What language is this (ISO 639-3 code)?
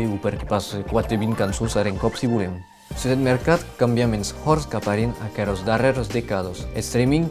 oci